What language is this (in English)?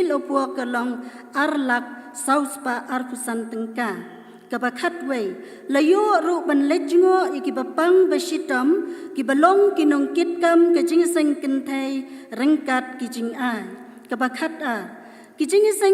Khasi